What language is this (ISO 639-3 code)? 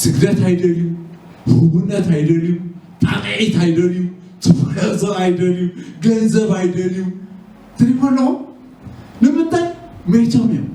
tir